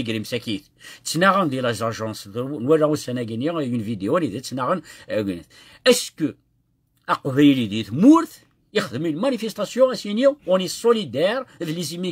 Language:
Kabyle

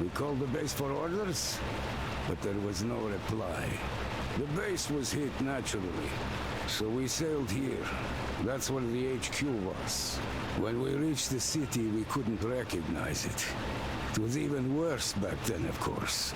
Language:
Bavarian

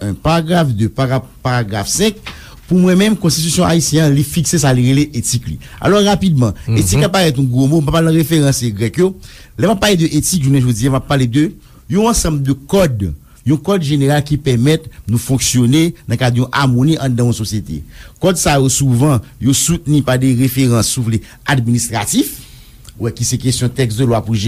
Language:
Haitian Creole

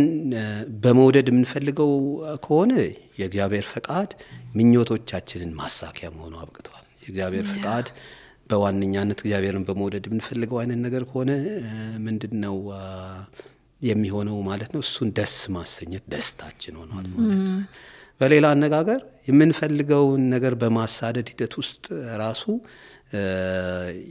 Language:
Amharic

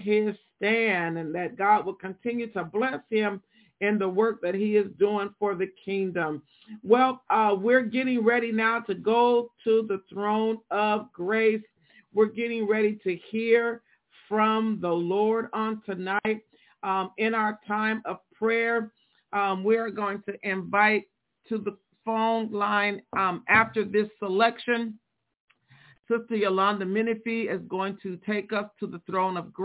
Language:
English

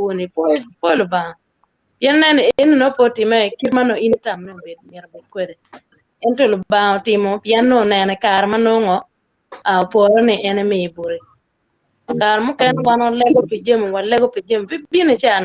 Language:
Acoli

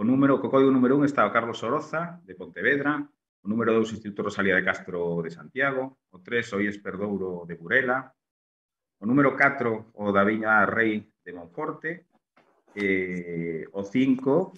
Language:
Galician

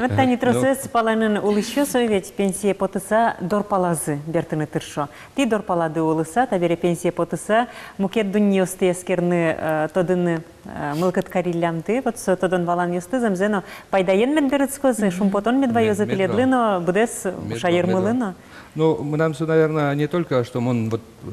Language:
Udmurt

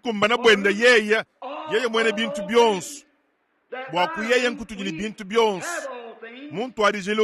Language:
Luba-Lulua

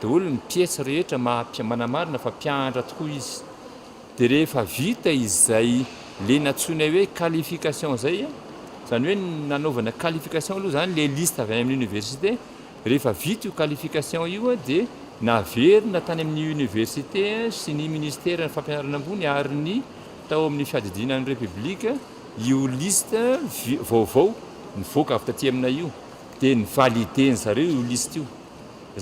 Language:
Malagasy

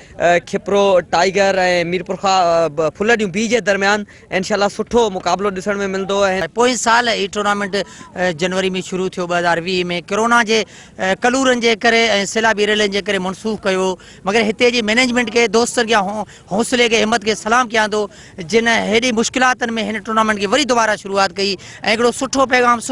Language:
Sindhi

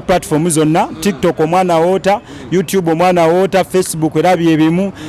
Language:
Ganda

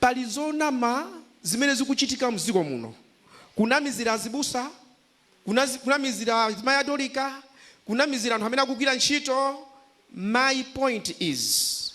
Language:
Nyanja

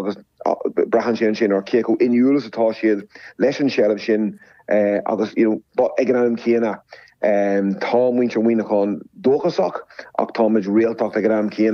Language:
Irish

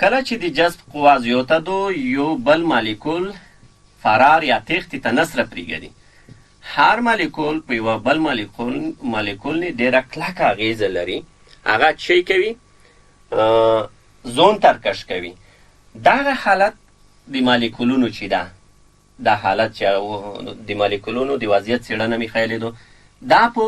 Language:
Pashto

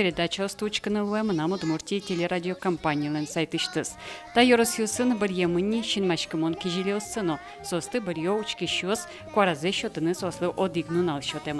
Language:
Udmurt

